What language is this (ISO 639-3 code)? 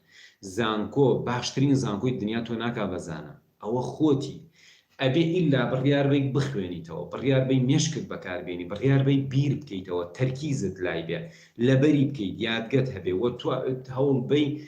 ckb